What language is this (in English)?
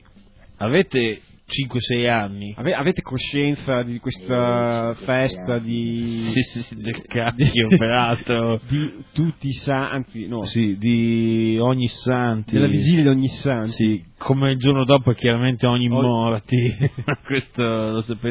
Italian